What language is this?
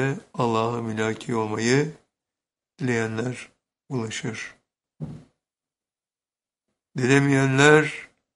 Turkish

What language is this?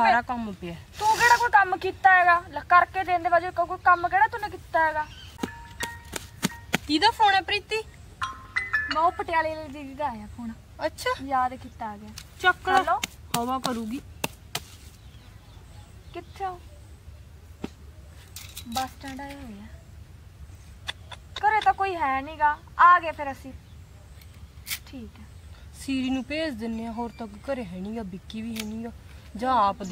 Punjabi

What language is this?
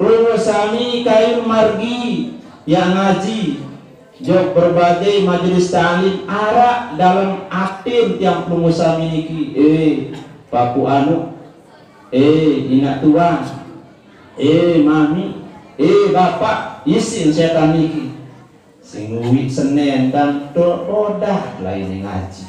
Sasak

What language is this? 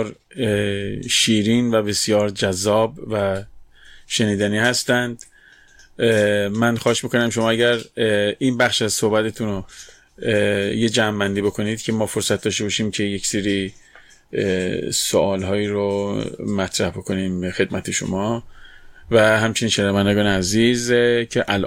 Persian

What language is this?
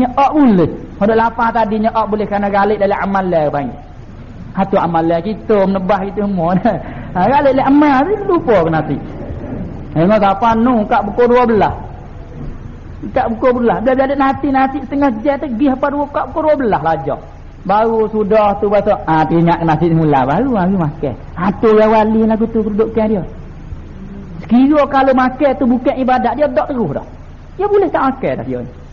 Malay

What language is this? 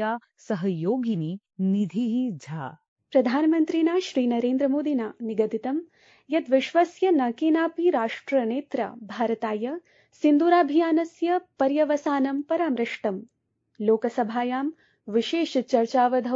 Sanskrit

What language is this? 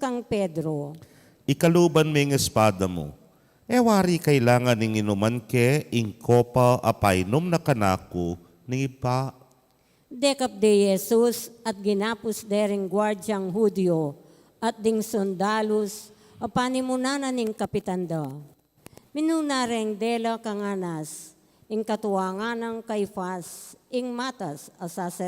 Pampanga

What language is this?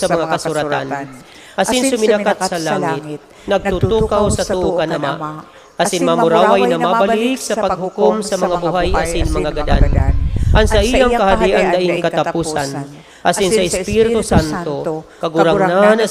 Bikol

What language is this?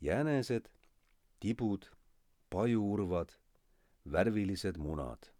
Estonian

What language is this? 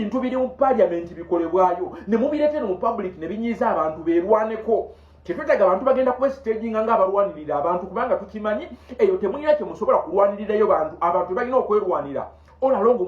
Ganda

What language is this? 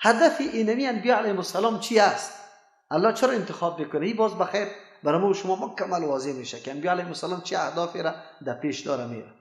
Persian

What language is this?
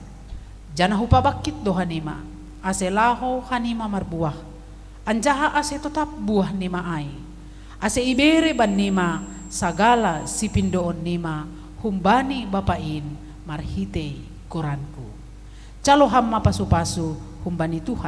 Batak Simalungun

